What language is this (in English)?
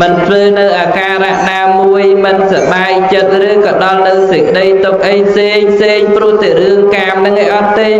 Khmer